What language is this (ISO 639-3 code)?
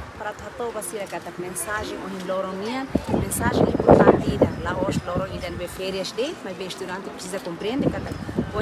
tet